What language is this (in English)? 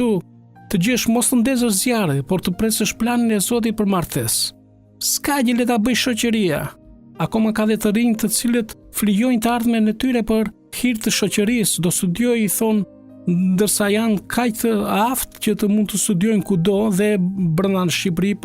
Albanian